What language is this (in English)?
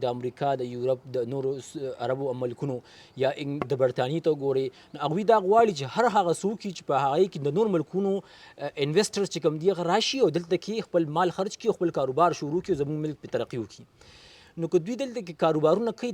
Pashto